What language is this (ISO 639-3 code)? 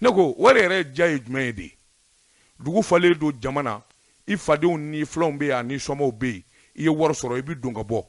bam